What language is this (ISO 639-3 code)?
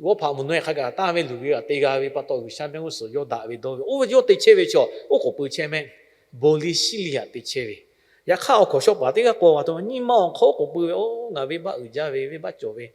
lhu